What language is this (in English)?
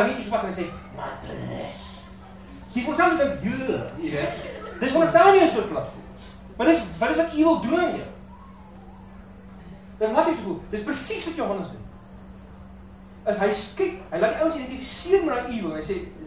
Afrikaans